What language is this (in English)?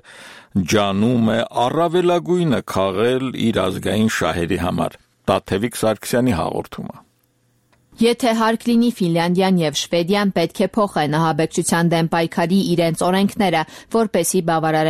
Armenian